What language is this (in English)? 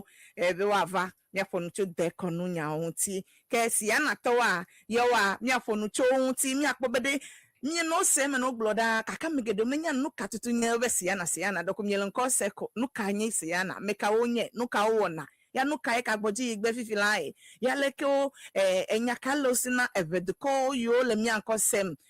Ewe